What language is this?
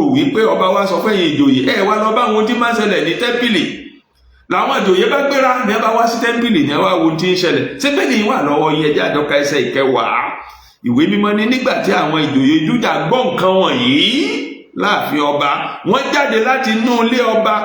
Yoruba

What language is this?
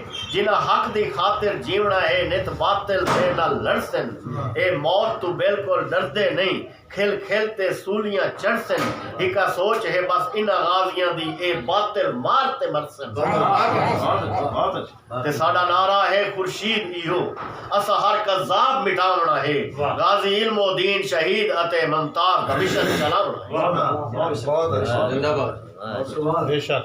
Saraiki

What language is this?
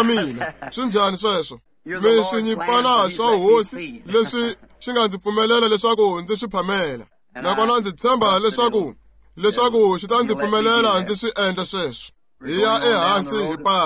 Tsonga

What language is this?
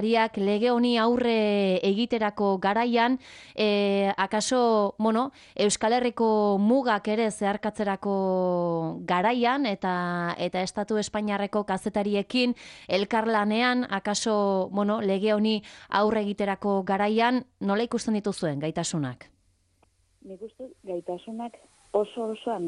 Basque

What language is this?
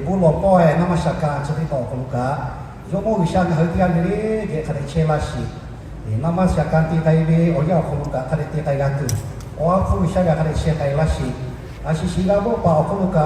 Lahu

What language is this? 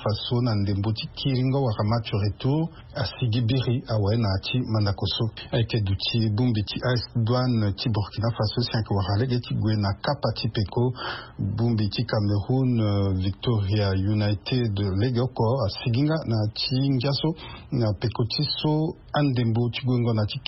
Sango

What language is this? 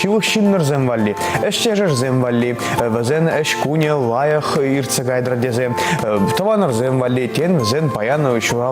Chuvash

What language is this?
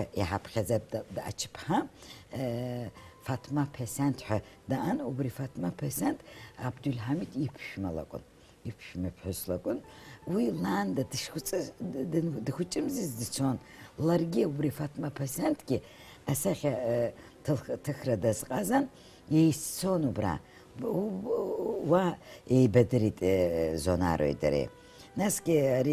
Abkhazian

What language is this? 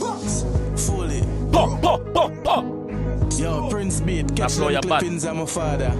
Jamaican Creole English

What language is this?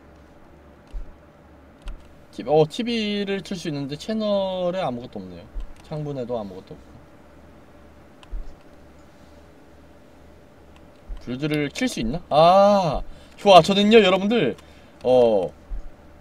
Korean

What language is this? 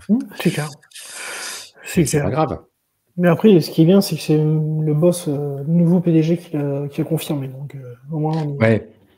French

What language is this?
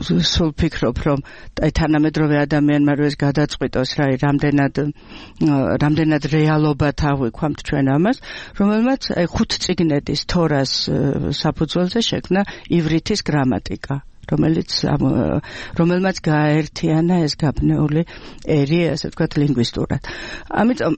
Georgian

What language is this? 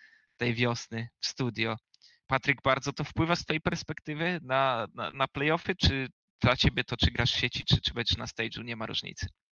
Polish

